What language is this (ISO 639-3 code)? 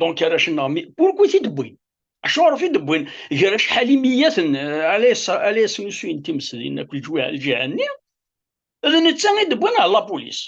kab